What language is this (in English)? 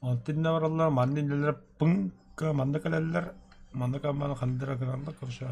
Yakut